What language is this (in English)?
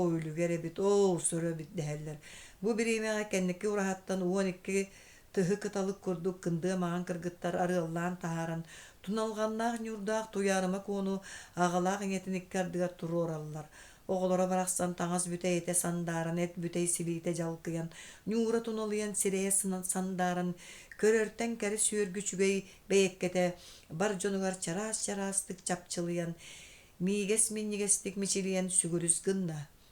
Yakut